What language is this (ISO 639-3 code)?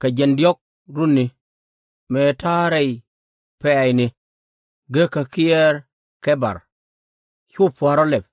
nus